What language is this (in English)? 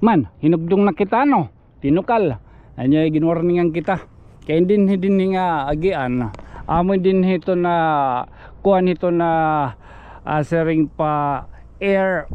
Waray